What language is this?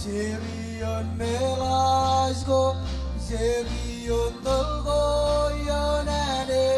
Marshallese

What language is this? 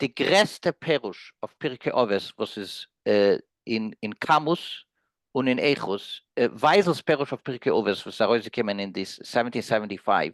Yiddish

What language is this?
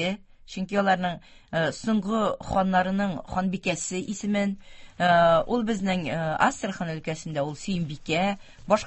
Tatar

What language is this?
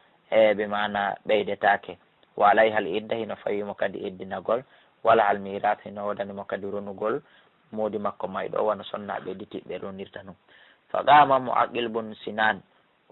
Fula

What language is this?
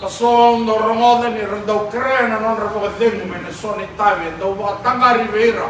Fijian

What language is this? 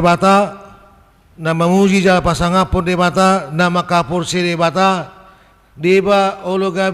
Batak Toba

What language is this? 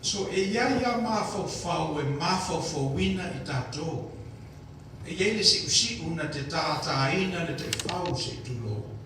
Samoan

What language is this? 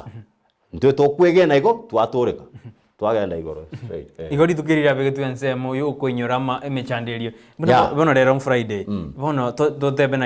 Gusii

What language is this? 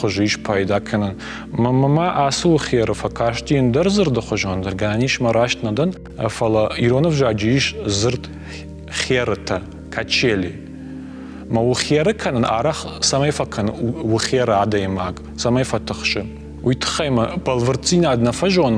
Ossetic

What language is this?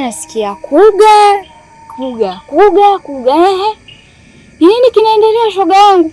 Swahili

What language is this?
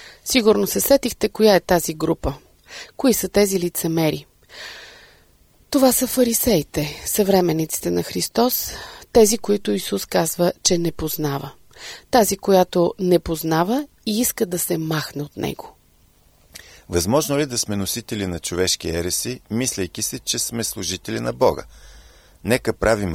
Bulgarian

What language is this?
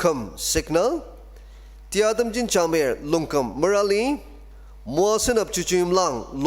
Ao Naga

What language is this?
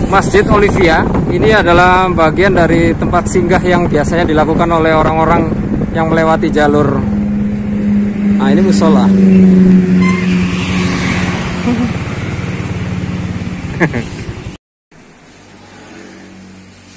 Indonesian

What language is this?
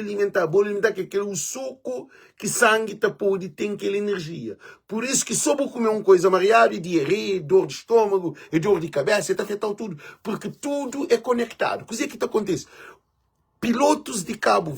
Kabuverdianu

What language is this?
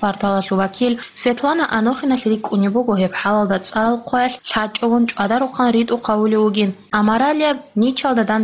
Avaric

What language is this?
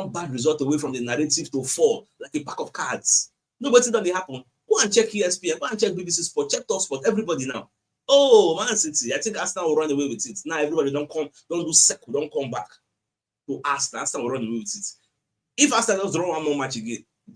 Nigerian Pidgin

